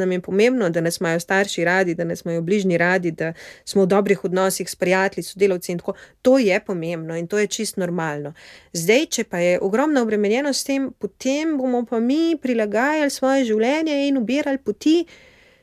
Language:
Slovenian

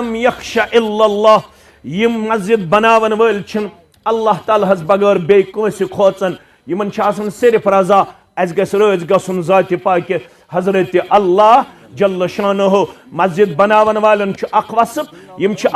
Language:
Kashmiri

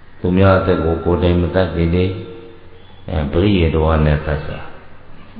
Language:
Burmese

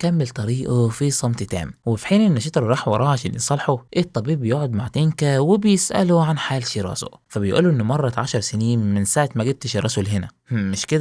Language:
Egyptian Arabic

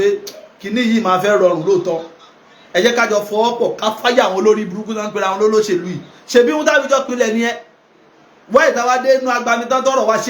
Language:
Yoruba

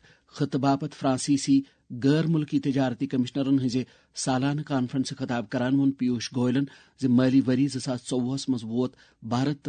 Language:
Kashmiri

